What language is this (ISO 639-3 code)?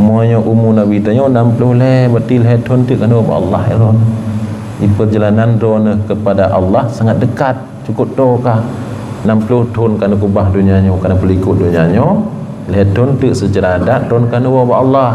ace